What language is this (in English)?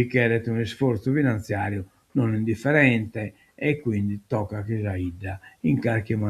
Sardinian